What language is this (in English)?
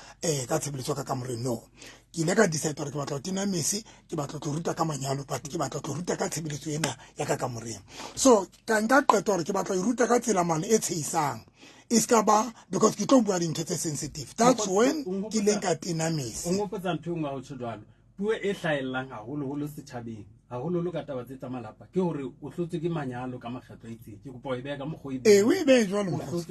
Southern Sotho